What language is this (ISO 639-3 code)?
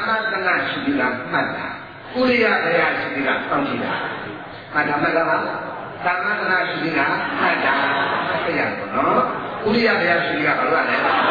mya